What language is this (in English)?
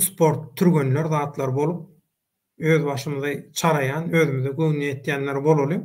Turkmen